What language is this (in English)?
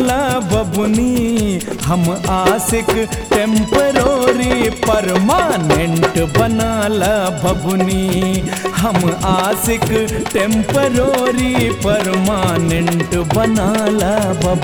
Bhojpuri